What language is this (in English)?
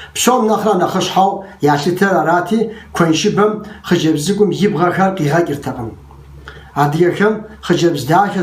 Kabardian